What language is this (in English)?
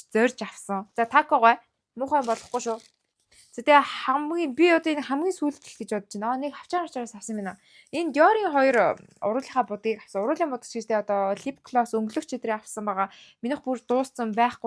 Mongolian